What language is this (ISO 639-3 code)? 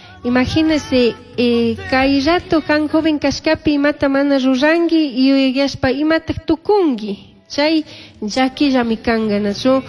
qug